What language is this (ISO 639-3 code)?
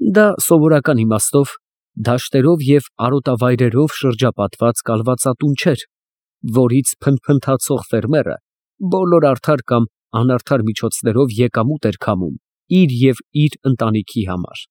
hye